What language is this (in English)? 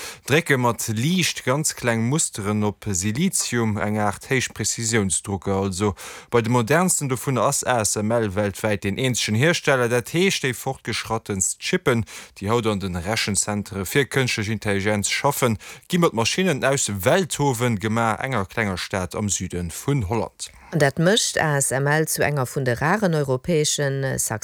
Luxembourgish